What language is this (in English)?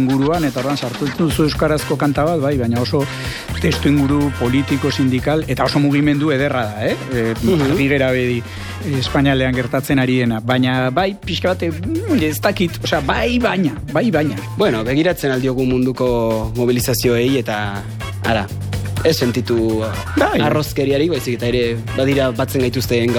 Basque